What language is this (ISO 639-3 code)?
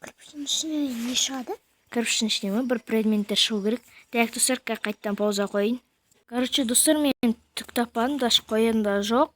kaz